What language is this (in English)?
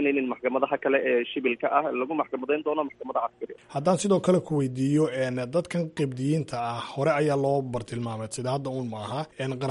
Somali